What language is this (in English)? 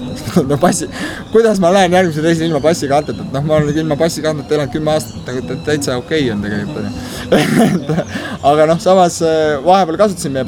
Estonian